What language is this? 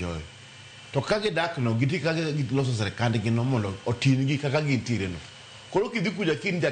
Luo (Kenya and Tanzania)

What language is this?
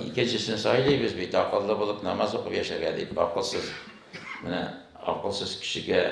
Tatar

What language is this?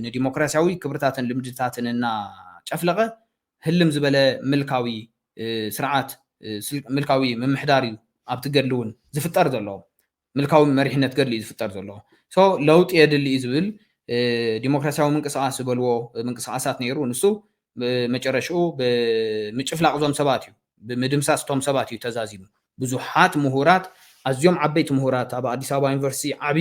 Tigrinya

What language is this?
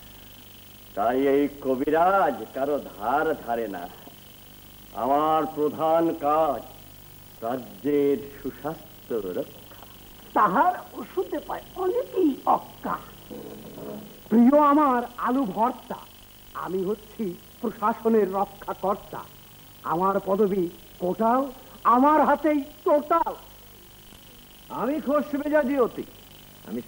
Bangla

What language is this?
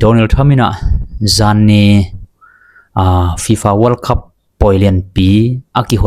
Tedim Chin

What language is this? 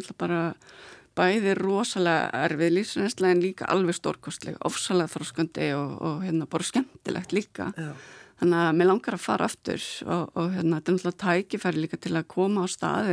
Icelandic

